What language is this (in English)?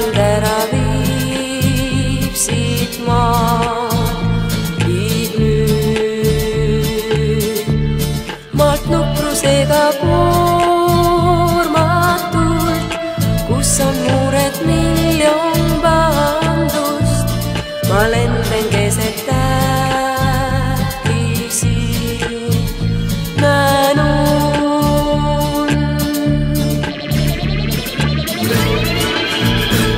Estonian